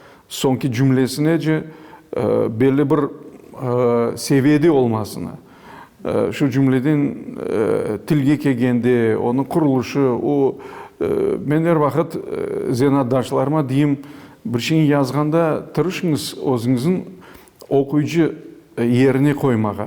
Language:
Crimean Tatar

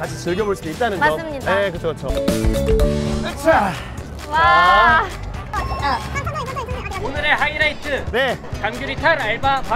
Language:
Korean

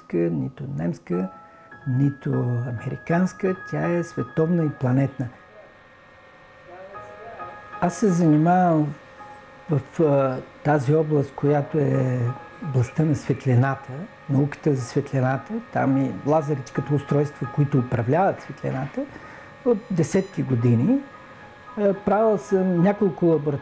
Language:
Bulgarian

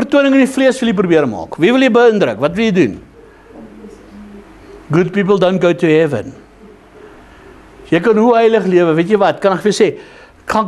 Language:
Afrikaans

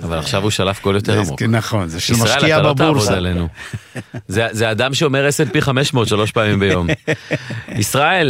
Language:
Hebrew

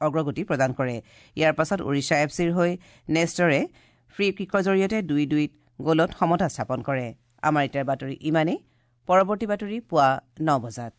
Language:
Assamese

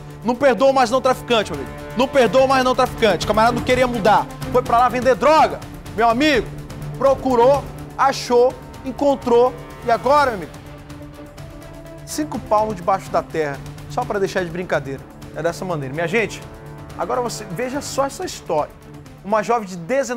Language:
Portuguese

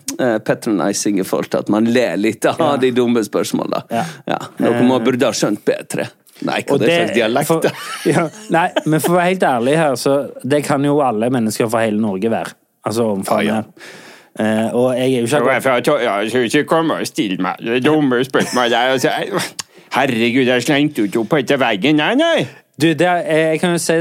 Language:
Norwegian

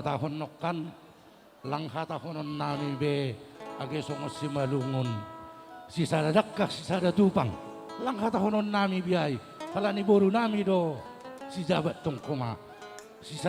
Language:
Batak Simalungun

